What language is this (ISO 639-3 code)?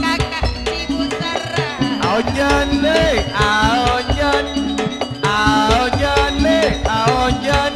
mad